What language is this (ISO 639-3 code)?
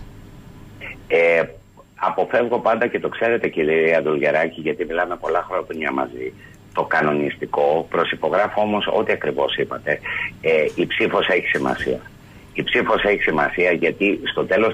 ell